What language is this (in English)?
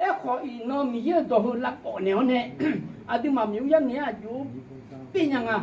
Akha